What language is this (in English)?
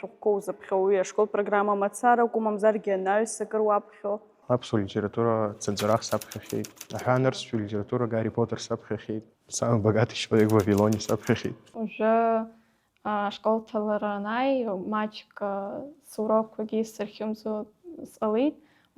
Abkhazian